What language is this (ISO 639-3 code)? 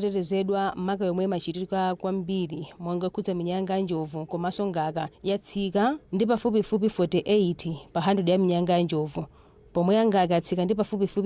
nya